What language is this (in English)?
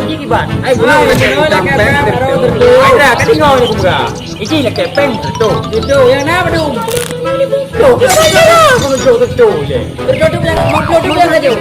Achinese